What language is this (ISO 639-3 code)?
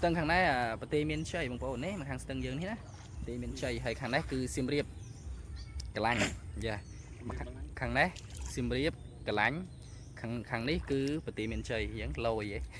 khm